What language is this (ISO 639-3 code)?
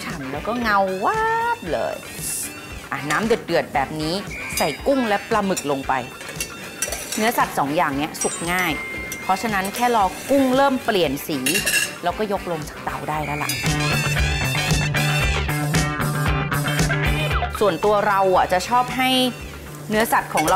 tha